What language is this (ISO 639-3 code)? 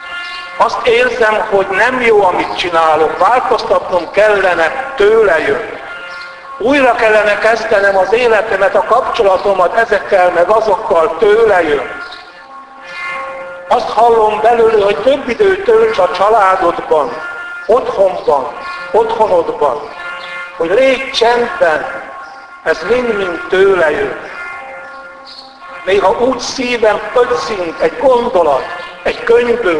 hun